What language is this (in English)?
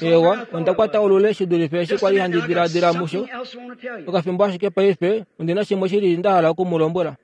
Kuanyama